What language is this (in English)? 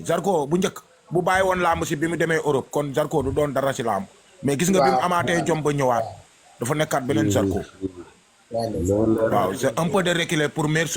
Wolof